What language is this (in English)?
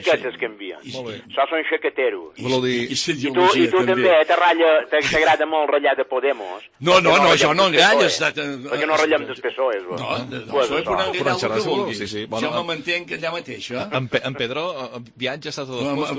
Catalan